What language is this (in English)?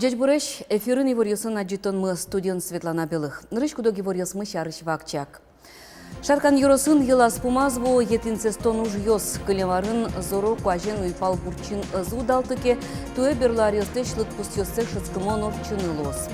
Udmurt